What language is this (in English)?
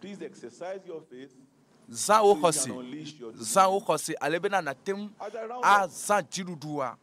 Ewe